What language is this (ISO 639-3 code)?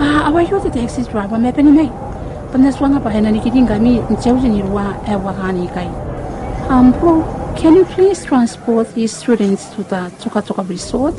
gil